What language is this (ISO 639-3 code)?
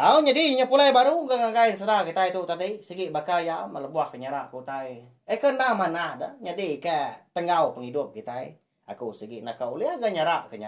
iba